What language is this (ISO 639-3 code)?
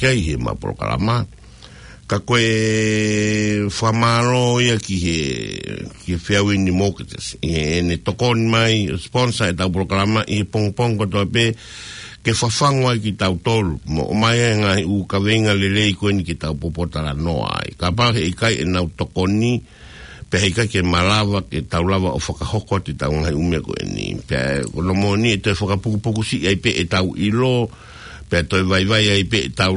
ton